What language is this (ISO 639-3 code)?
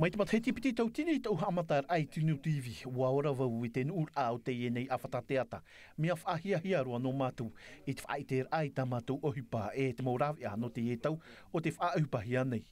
tah